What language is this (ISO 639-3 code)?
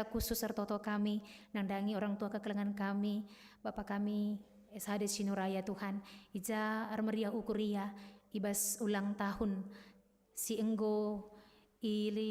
btx